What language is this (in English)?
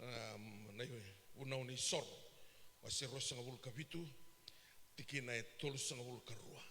Fijian